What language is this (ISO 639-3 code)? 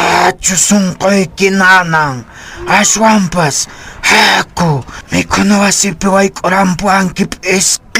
que